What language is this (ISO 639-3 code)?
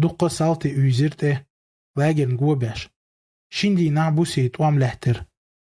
che